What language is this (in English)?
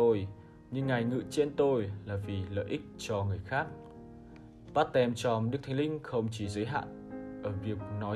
Vietnamese